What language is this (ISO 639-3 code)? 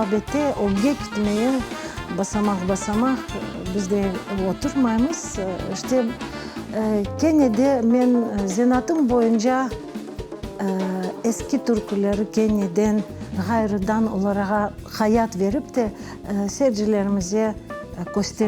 crh